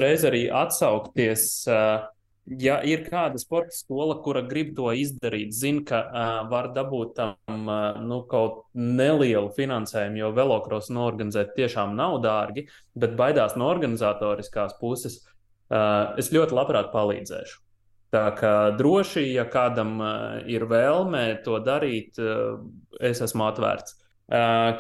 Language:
Latvian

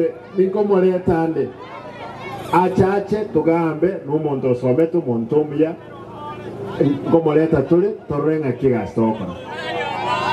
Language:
Gusii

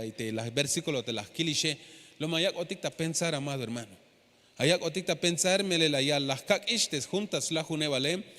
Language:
Tzeltal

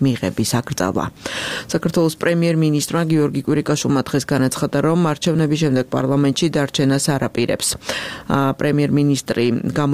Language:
Georgian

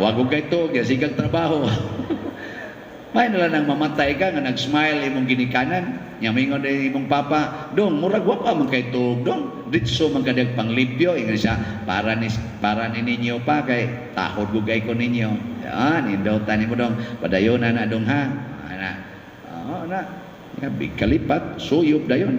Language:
Cebuano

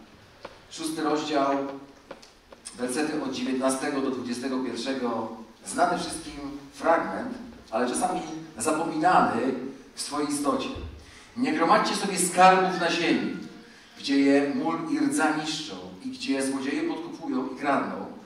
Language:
Polish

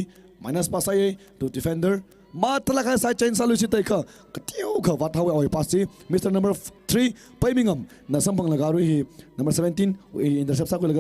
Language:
Tangkhul Naga (India)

